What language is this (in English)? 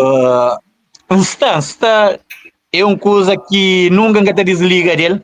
Kabuverdianu